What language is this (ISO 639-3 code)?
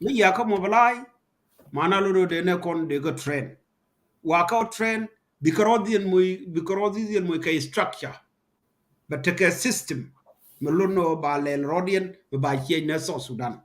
nus